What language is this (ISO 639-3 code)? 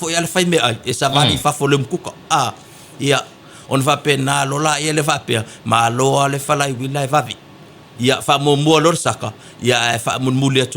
smo